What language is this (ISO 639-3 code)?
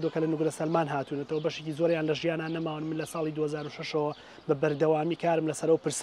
ckb